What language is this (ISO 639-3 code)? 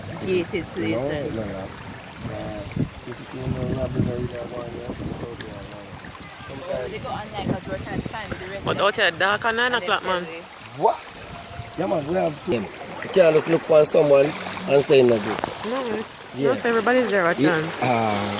jam